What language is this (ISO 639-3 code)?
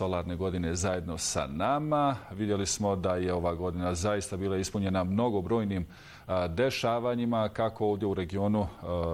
bos